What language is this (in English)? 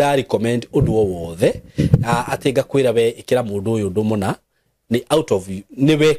Kikuyu